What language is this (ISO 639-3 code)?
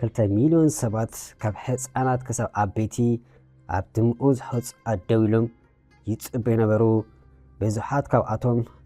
tir